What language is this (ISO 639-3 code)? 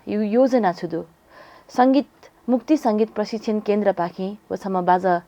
new